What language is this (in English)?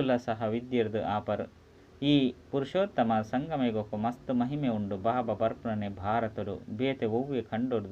Tulu